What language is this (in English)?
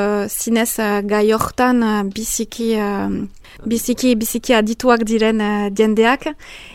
Basque